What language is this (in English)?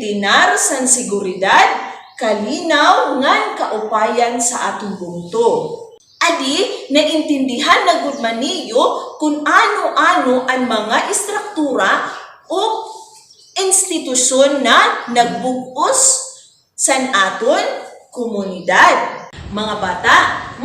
Waray